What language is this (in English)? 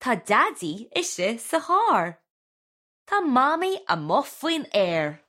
Irish